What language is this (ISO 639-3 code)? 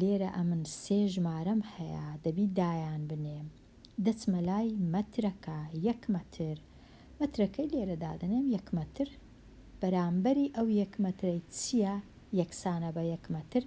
ckb